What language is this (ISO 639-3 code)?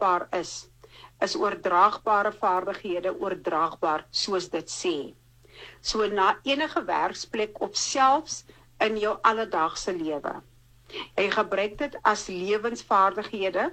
afr